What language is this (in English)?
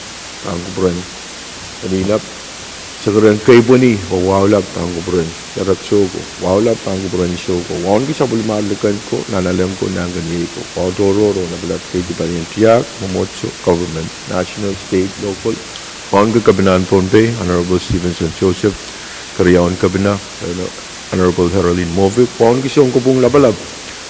Pohnpeian